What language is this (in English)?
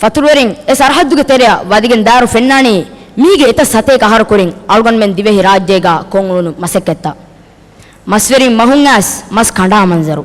Divehi